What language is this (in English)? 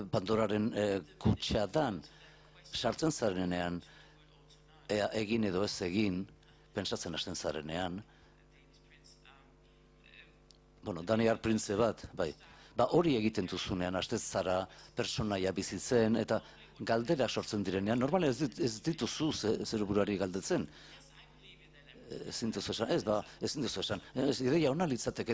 Basque